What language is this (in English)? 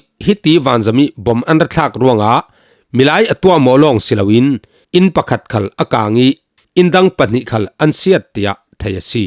Falam Chin